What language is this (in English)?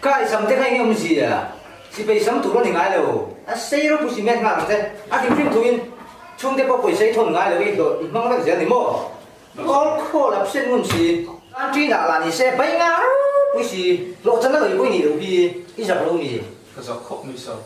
Mizo